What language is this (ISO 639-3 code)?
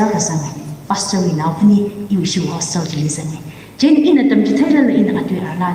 nmf